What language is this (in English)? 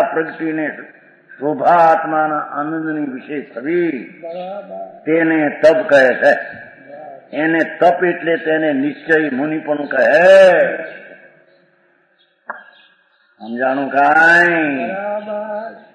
Gujarati